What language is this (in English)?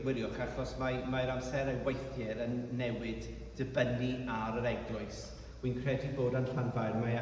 Welsh